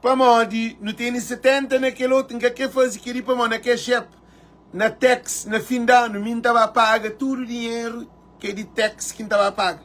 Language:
Kabuverdianu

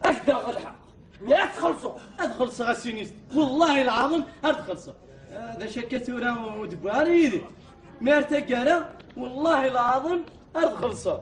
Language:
Kabyle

